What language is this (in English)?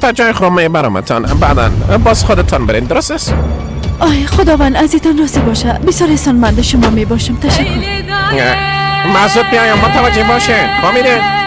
Persian